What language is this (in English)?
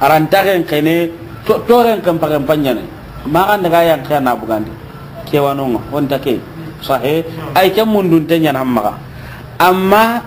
Soninke